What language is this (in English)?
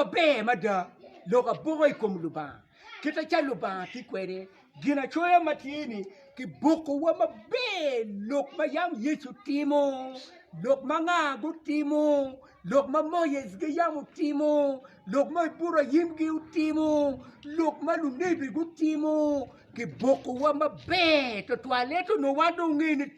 Acoli